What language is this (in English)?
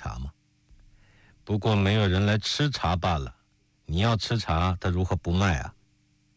Chinese